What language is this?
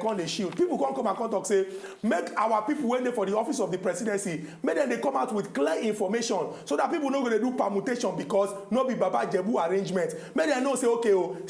Nigerian Pidgin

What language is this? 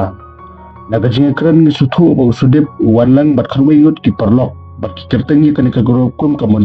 Khasi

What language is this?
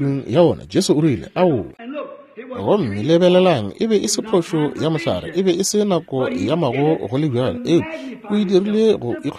Northern Sotho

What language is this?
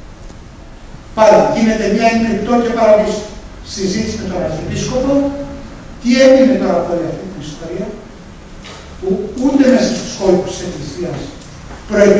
Greek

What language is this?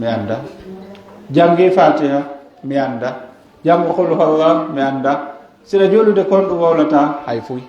Pular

